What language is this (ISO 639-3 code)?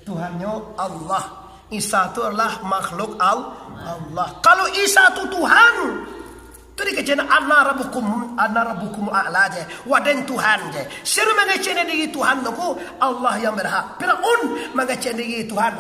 min